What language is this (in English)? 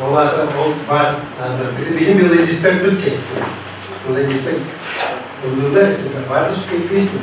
Yakut